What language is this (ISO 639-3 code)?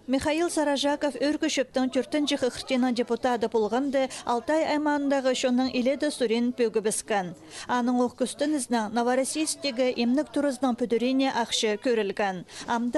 kjh